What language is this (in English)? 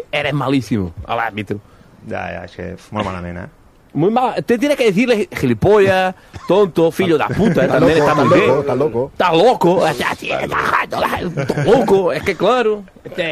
Catalan